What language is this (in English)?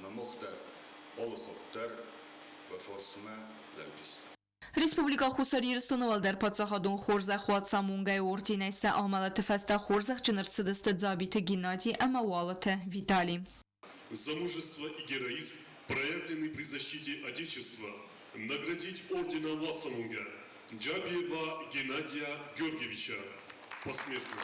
Ossetic